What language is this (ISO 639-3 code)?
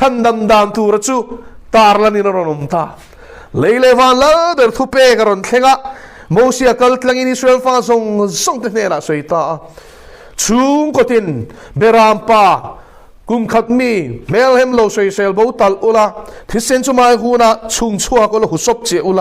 lus